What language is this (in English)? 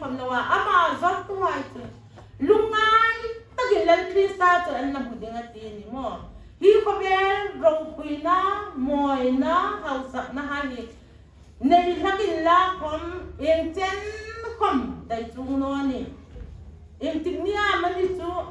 Hmar